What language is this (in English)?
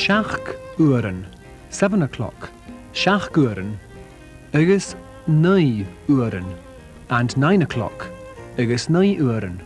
Scottish Gaelic